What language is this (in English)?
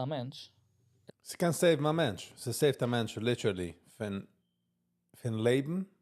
Yiddish